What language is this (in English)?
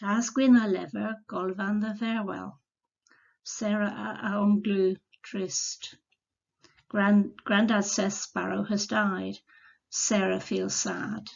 Cornish